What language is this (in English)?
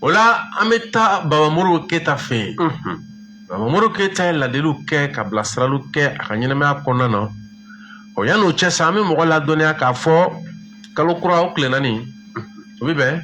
Bambara